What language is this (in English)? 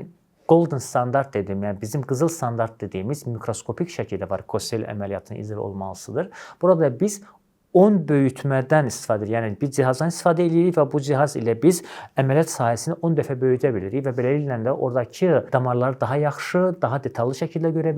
Azerbaijani